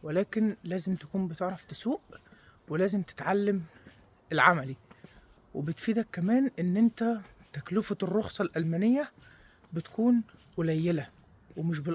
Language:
Egyptian Arabic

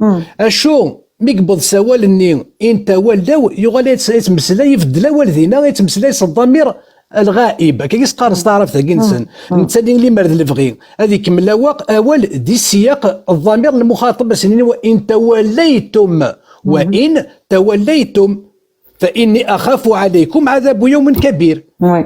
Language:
Kabyle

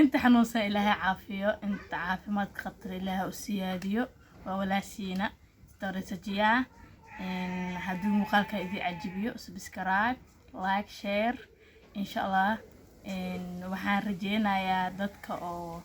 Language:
Somali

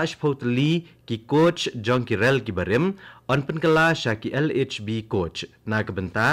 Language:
Khasi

